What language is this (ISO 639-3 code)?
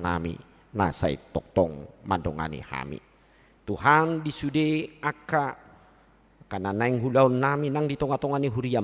bbc